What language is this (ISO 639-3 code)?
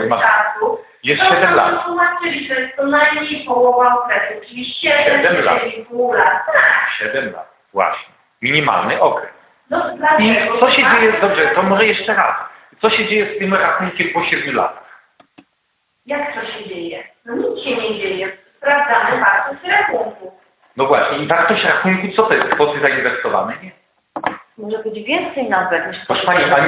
pol